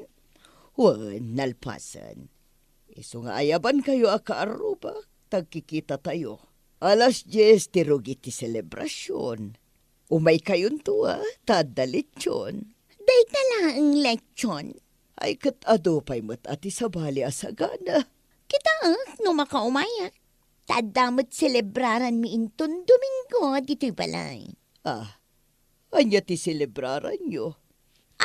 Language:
Iloko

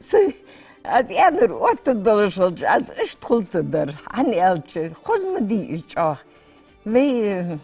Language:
Ingush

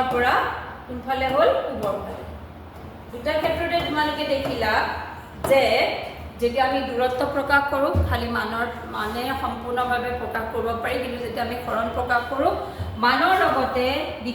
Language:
Assamese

